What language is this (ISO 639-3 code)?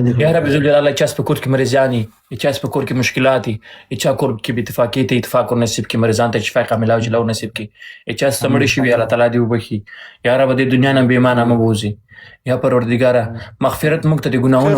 pus